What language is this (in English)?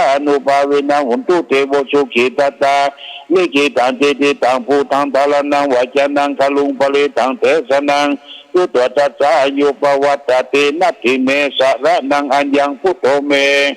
Pali